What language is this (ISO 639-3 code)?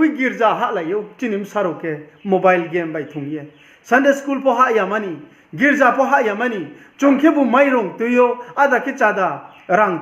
ria